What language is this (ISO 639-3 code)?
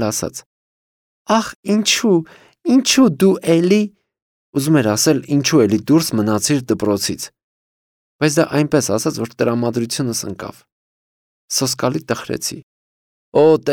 hye